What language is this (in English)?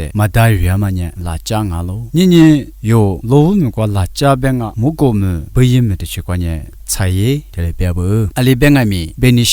Lisu